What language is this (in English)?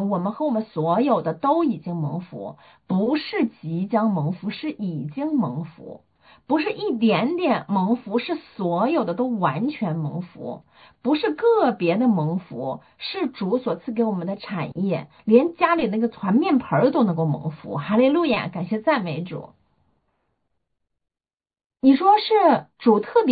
Chinese